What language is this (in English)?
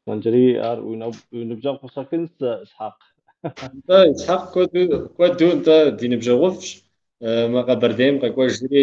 Kabardian